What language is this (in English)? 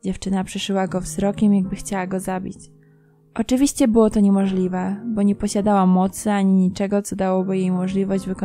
Polish